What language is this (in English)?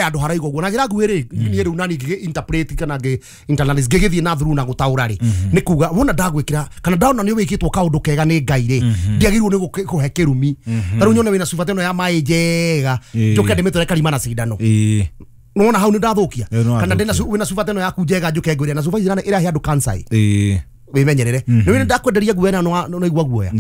Kikuyu